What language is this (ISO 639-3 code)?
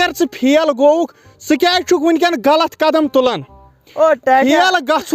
kas